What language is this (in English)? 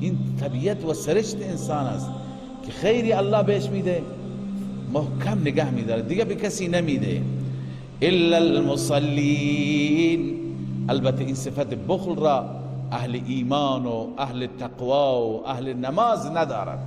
Persian